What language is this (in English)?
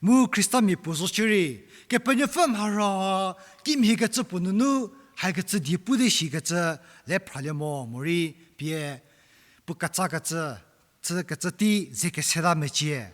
Angami Naga